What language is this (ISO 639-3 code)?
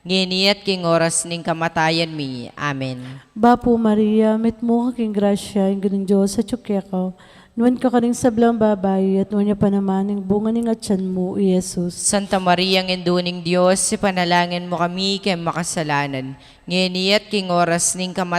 pam